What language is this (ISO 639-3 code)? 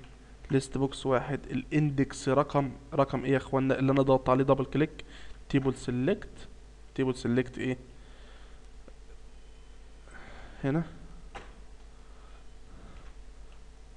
arz